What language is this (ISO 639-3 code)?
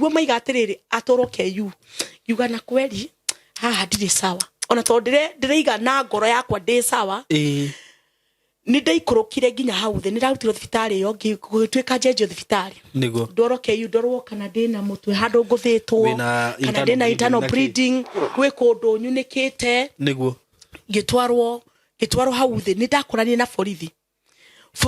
kik